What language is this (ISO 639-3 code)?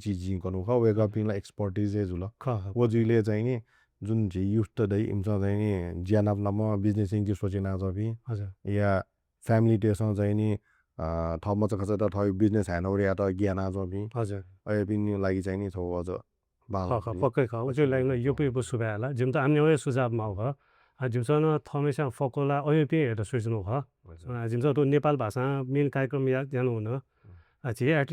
new